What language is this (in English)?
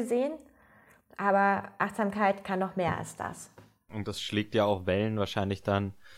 German